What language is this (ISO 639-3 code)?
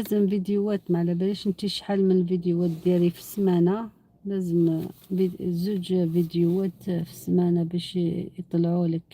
arq